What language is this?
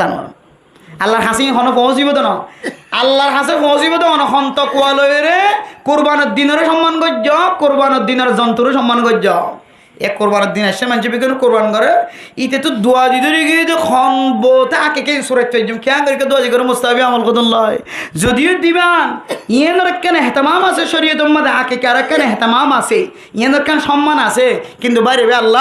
Rohingya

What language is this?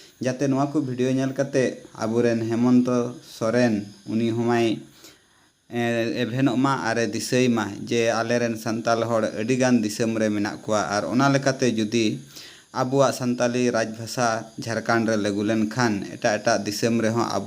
Santali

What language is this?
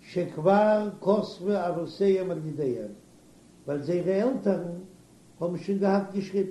Yiddish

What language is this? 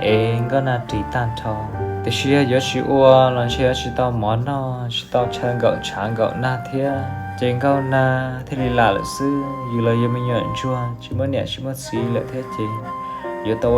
Hmong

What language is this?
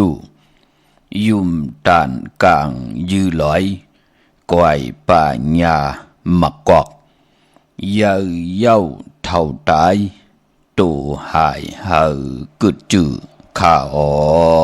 Shan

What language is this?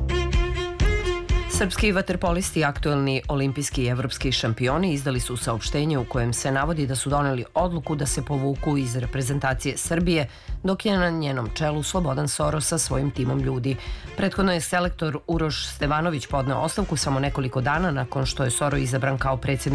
Serbian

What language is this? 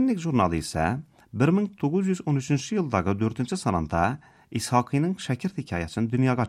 Tatar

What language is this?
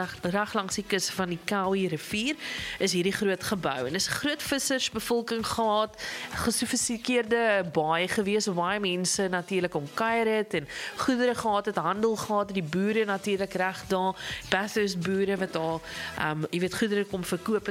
Afrikaans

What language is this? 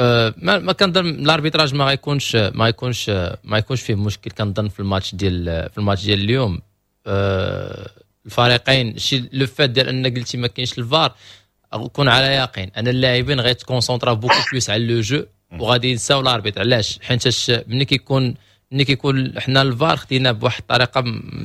Moroccan Arabic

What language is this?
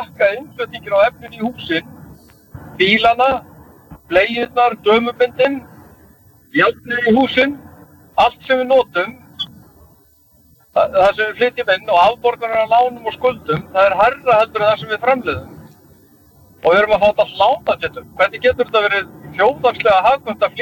Icelandic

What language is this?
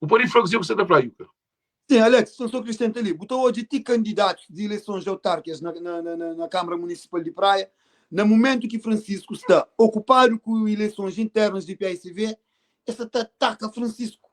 Kabuverdianu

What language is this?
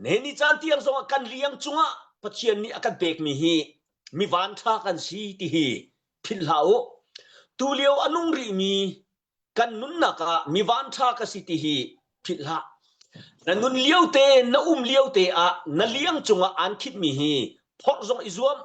Hakha Chin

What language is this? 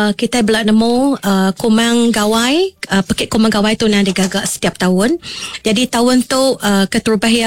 Iban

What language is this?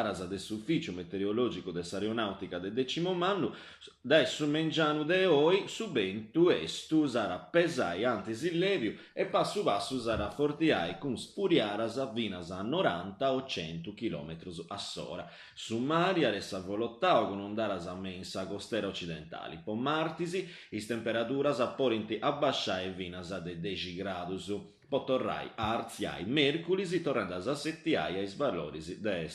Sardinian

